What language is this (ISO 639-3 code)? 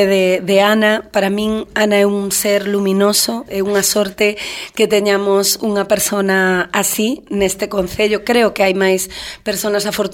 glg